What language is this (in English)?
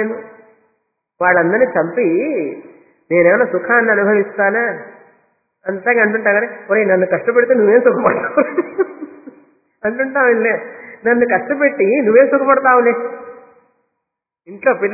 Telugu